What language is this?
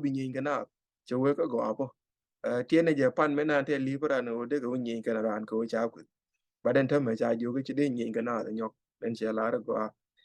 Nuer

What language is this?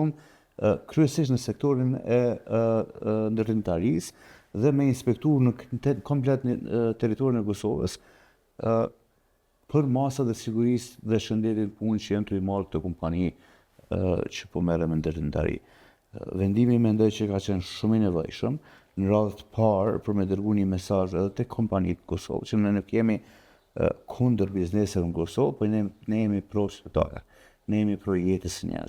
Albanian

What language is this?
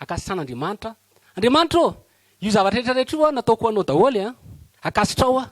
Malagasy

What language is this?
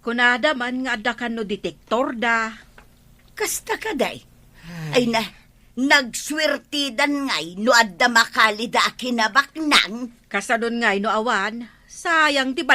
Iloko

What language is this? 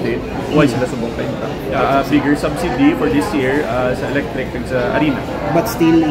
Hiligaynon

